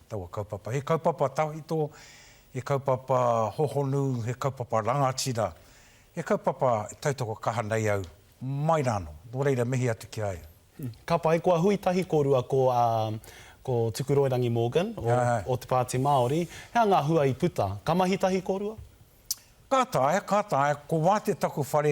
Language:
Māori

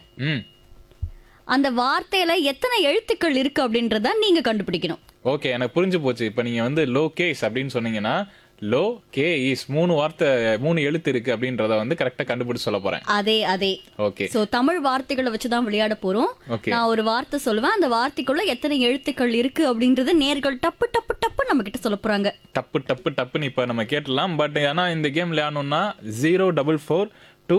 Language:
Tamil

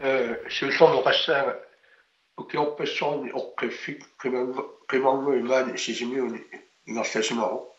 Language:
Kalaallisut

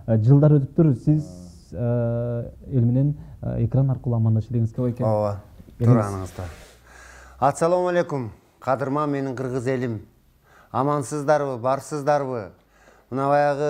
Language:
Kyrgyz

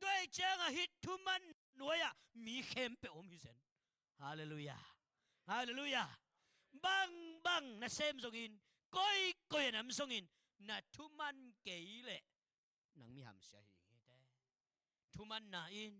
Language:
Tedim Chin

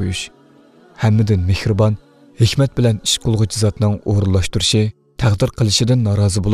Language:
Uyghur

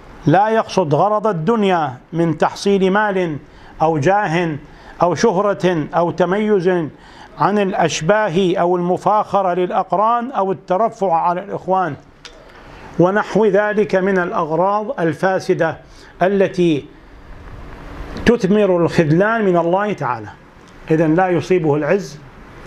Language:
Arabic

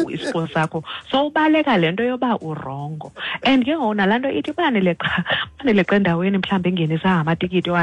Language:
Xhosa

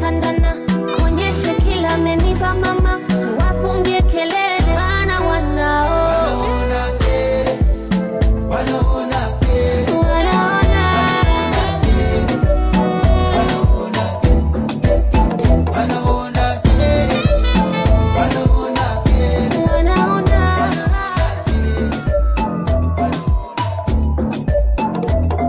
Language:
Swahili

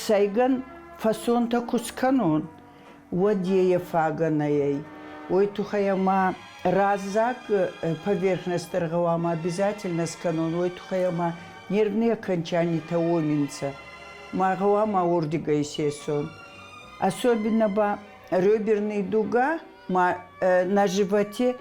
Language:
Ossetic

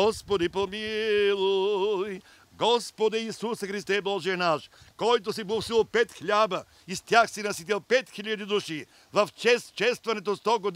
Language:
Bulgarian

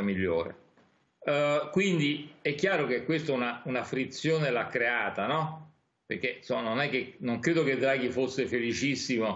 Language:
Italian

